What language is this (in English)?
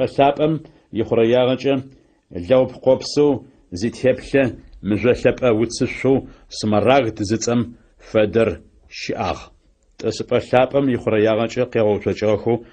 Adyghe